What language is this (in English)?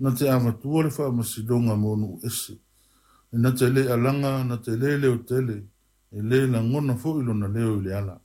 Samoan